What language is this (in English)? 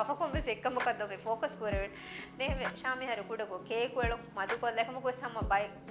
Divehi